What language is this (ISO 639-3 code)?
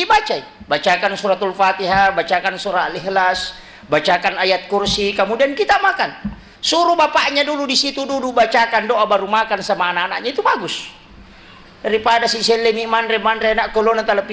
bug